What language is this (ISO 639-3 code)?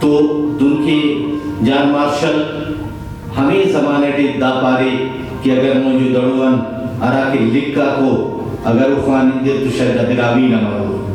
brh